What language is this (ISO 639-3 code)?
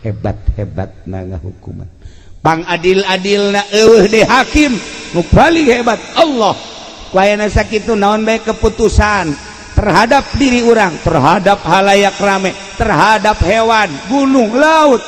sun